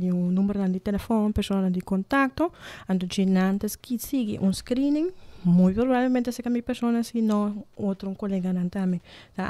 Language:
Papiamento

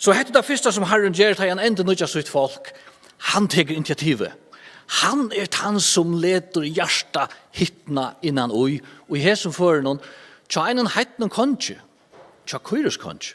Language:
Faroese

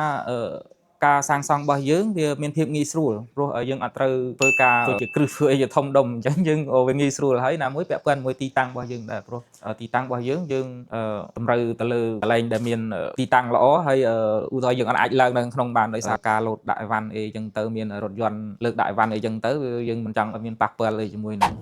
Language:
Khmer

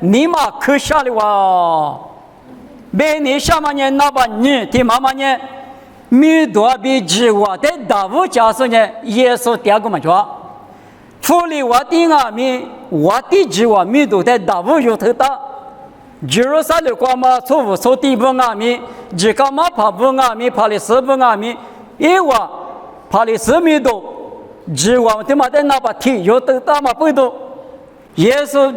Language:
Lisu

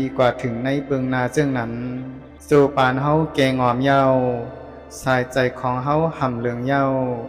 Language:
Shan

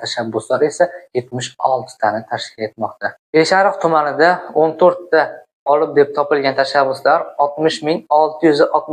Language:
Uzbek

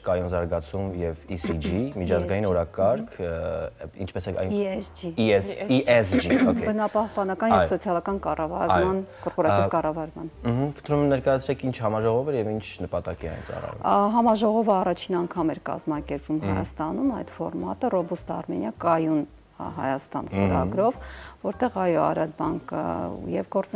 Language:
Armenian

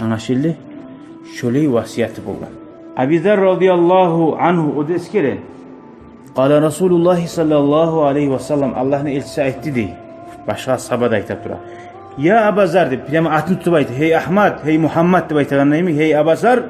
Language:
Kumyk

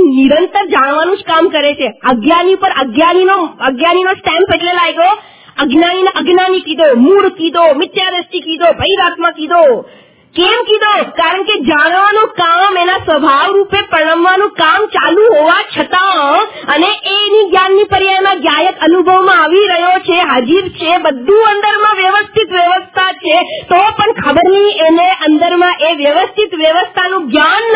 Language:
Gujarati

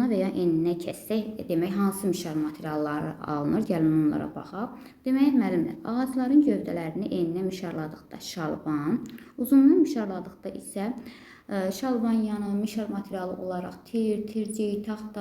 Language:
Azerbaijani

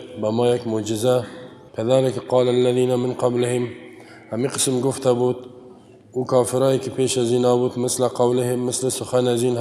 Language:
Persian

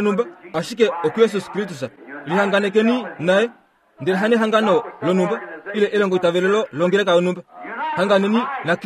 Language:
Kuanyama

